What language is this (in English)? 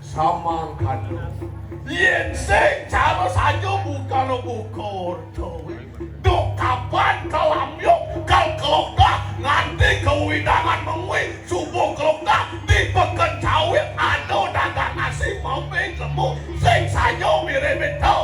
Balinese